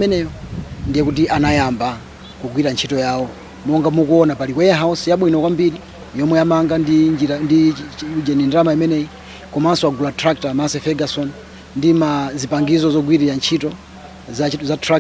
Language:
Nyanja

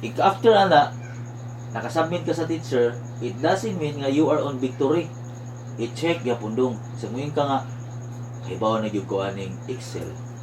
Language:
Cebuano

